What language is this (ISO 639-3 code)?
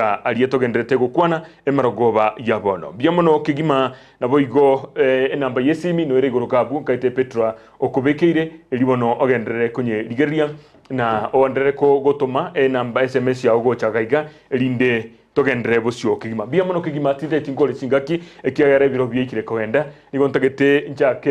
guz